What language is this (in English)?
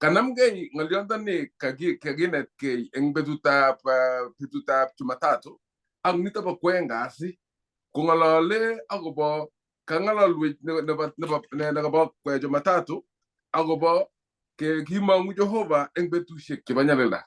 Kalenjin